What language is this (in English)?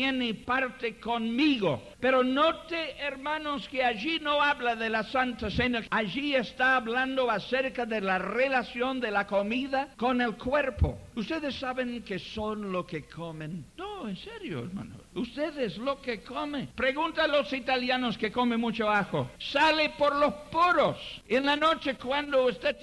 Spanish